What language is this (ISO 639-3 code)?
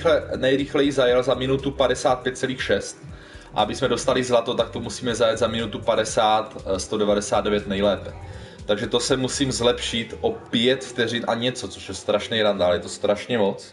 ces